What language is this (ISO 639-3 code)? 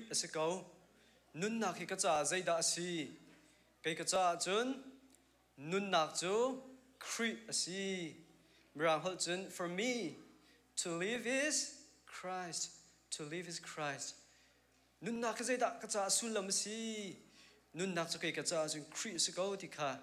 cnh